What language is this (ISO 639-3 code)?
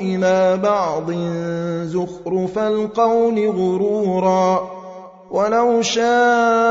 ara